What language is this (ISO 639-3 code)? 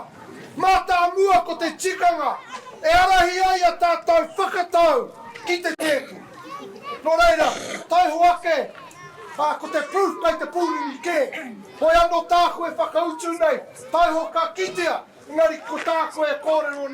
mri